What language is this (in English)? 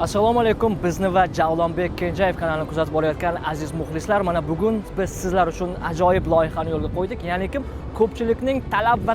Uzbek